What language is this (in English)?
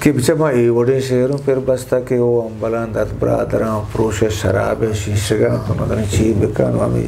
Eastern Balochi